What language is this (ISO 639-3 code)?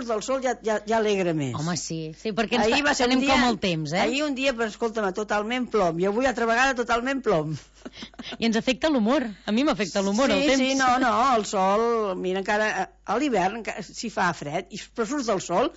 cat